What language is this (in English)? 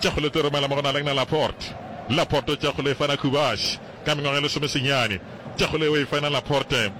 Northern Sotho